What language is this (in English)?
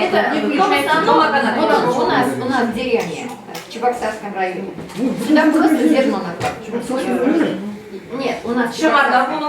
Chuvash